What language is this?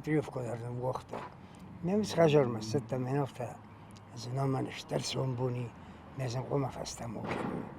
Ossetic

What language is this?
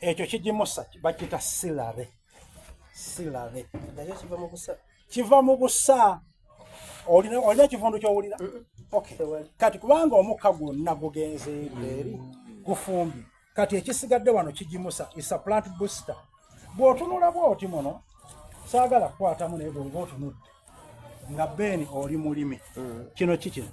Soga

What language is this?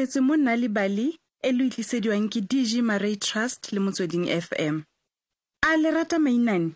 Tswana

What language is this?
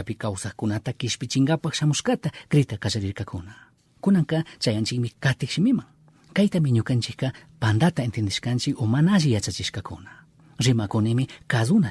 Chimborazo Highland Quichua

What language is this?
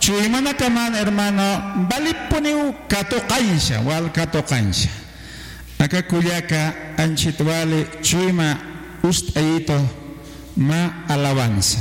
Aymara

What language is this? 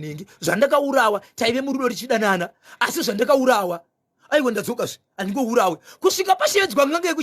Shona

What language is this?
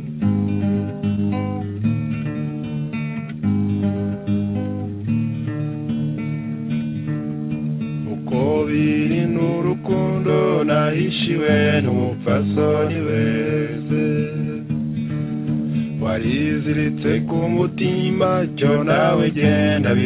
Kinyarwanda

